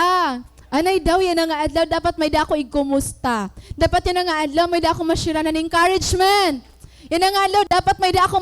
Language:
Waray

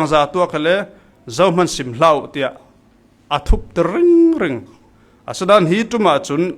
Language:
Falam Chin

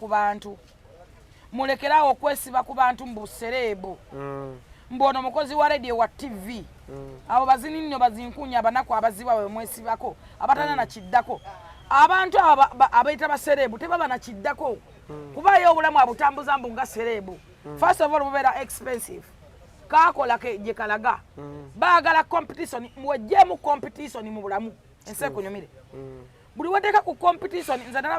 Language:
Ganda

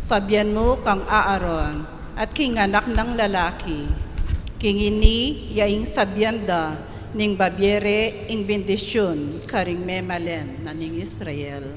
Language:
Pampanga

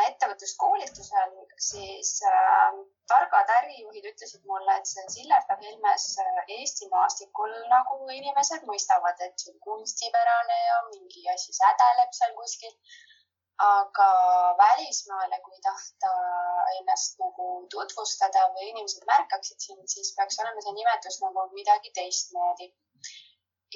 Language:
Estonian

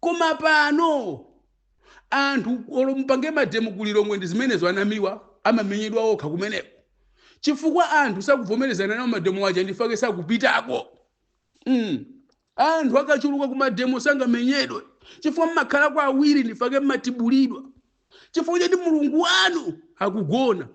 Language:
Nyanja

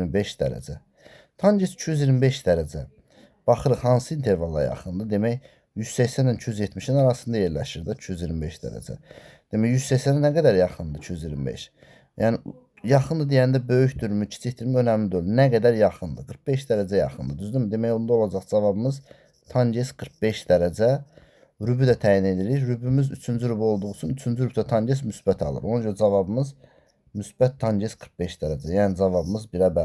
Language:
Azerbaijani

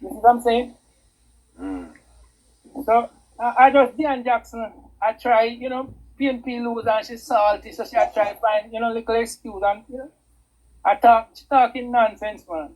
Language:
Jamaican Creole English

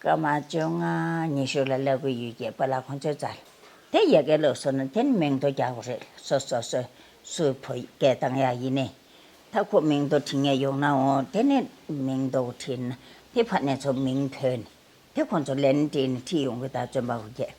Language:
Tibetan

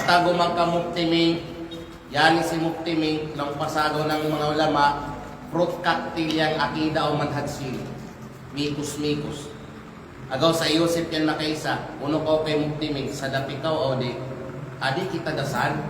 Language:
Kalagan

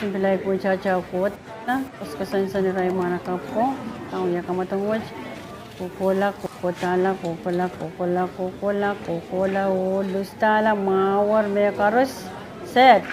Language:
Pohnpeian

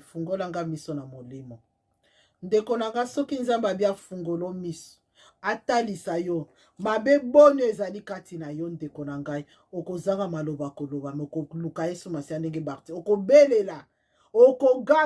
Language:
Lingala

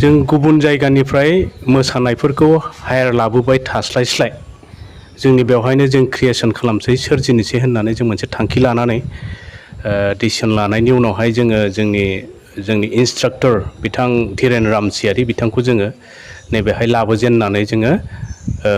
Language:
Bodo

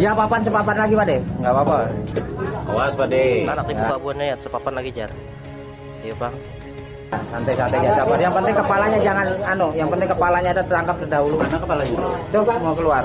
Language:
Banjar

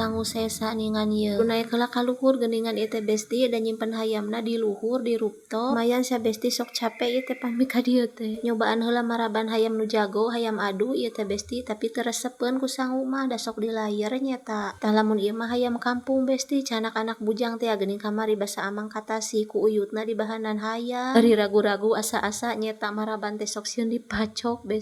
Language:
Sundanese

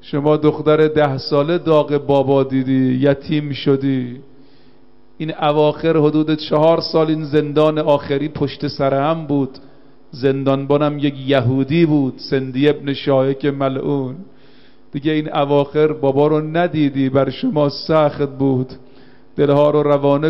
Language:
Persian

